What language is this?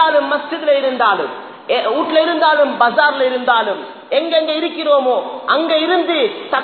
Tamil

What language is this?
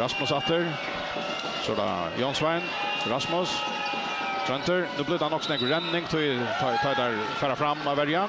Faroese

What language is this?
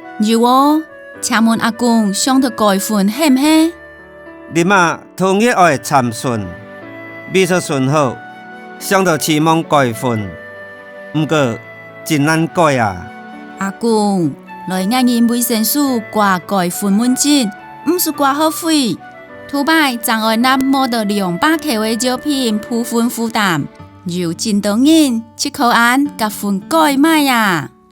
Hakka Chinese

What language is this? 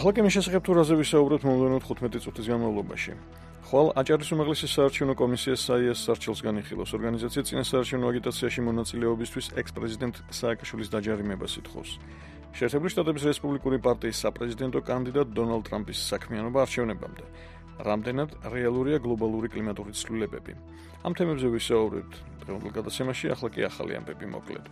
Georgian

